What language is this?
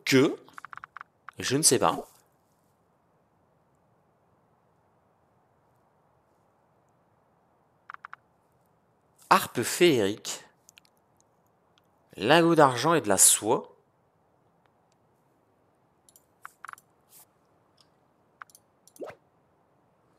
French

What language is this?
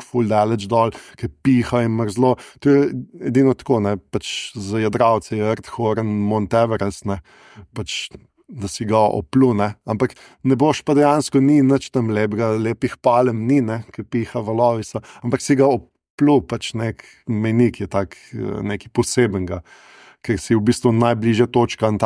Slovenian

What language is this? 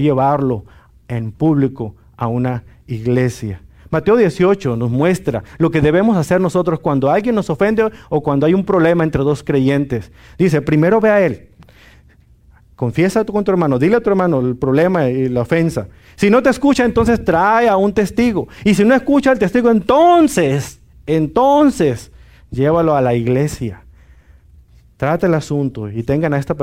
Spanish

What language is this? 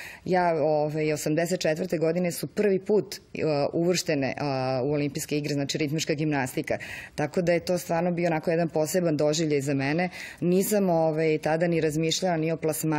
Serbian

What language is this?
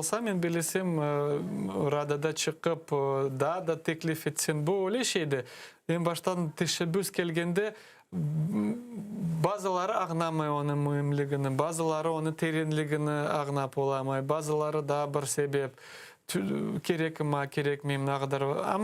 Crimean Tatar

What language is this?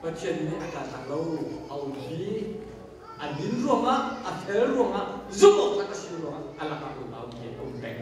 Hakha Chin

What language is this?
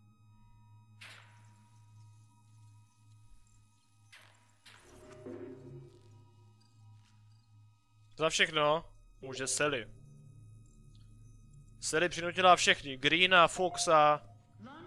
Czech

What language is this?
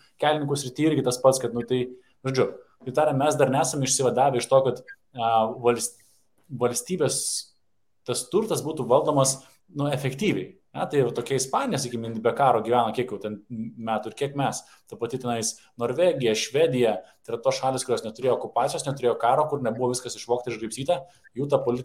Lithuanian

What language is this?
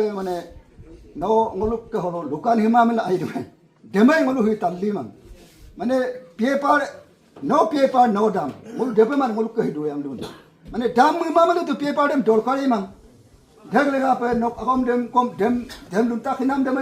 Adi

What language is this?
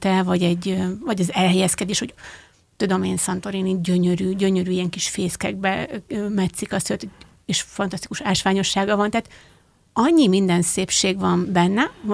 Hungarian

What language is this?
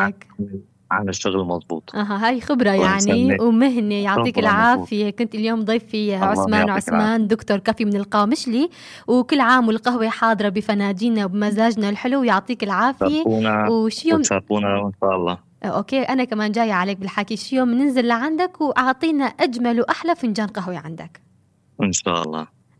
North Levantine Arabic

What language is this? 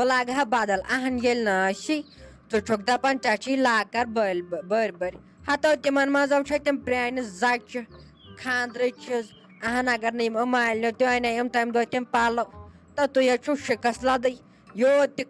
Kashmiri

